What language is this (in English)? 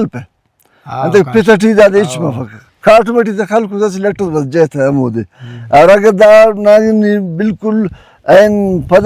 Brahui